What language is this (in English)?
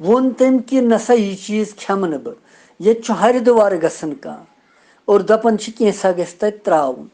Kashmiri